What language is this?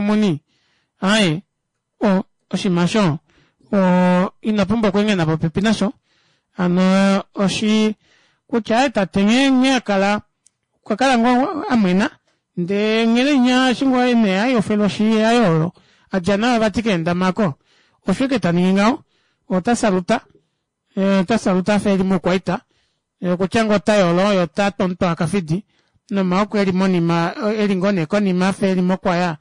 Kuanyama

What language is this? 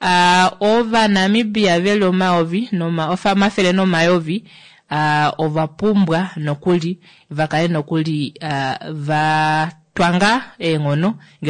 Kuanyama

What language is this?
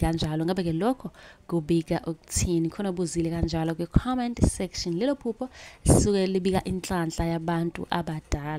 Zulu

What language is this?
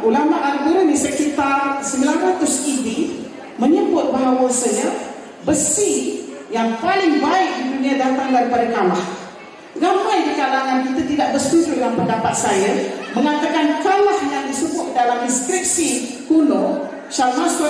Malay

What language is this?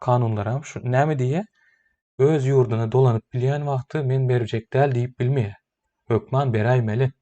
Turkmen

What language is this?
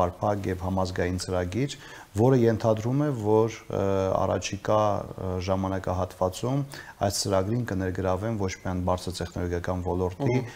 Armenian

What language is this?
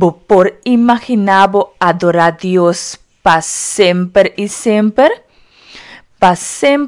Papiamento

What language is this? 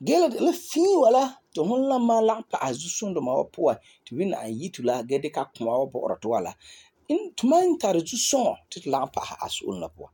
Frafra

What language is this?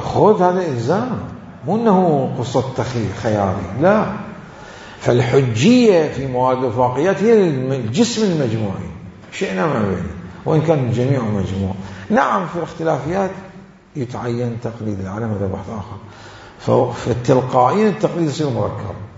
Mesopotamian Arabic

